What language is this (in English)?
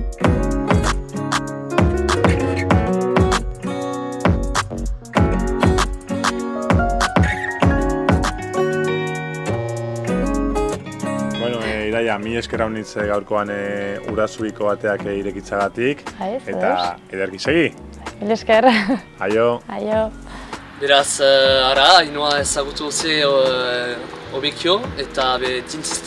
Basque